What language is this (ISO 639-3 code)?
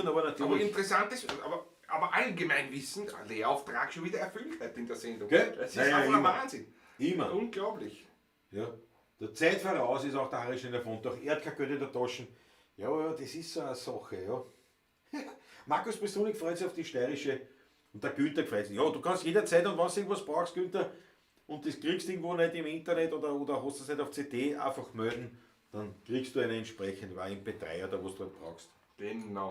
bar